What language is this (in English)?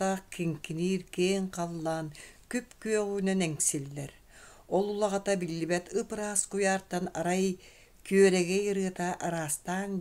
Yakut